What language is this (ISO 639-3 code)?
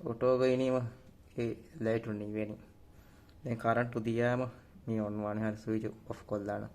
div